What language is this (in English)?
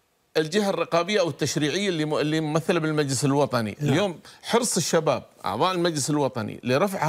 Gulf Arabic